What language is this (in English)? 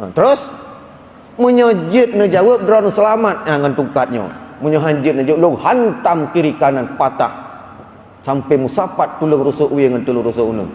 Achinese